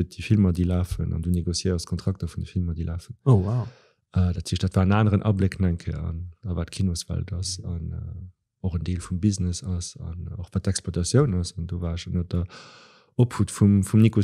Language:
Luxembourgish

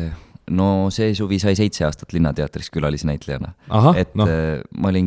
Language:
Estonian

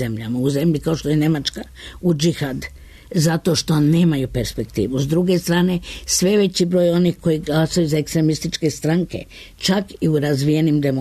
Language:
Serbian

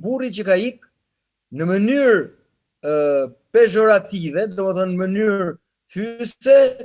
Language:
Albanian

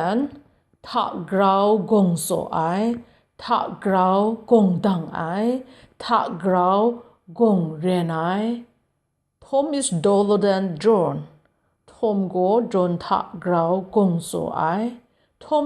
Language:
Kachin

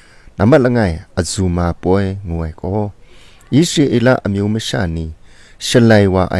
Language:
Kachin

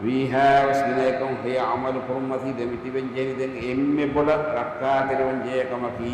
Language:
Divehi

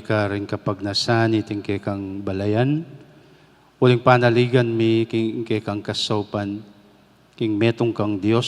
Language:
Pampanga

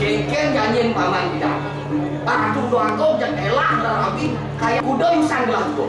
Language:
Balinese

